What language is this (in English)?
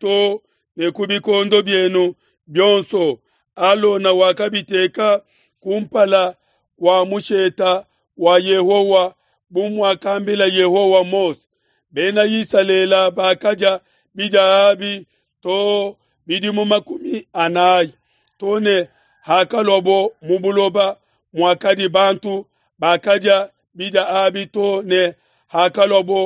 Luba-Lulua